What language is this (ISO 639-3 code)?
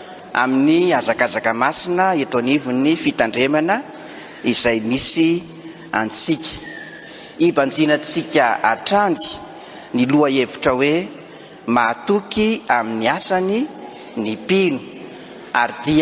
mlg